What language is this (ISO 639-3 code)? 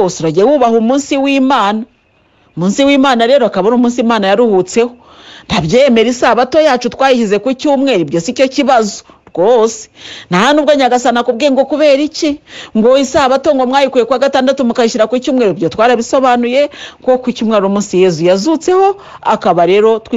kin